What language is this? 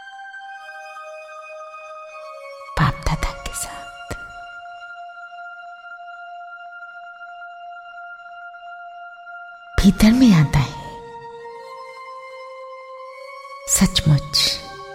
Hindi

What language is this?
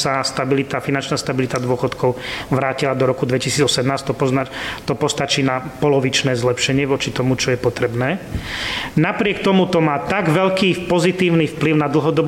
Slovak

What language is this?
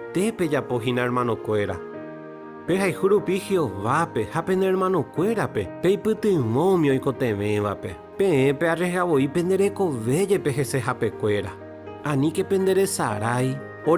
Guarani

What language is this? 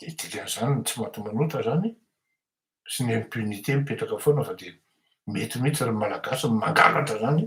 Malagasy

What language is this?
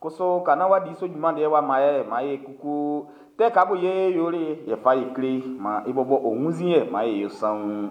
Baoulé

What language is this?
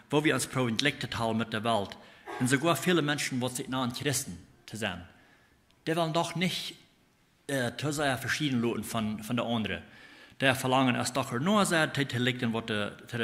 Plautdietsch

